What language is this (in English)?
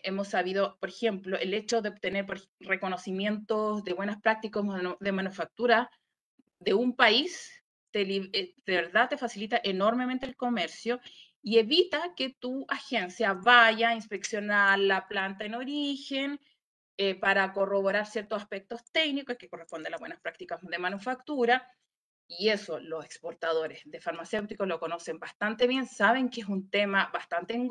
Spanish